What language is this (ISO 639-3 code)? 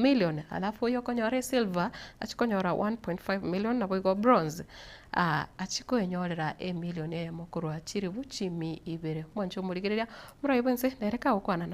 guz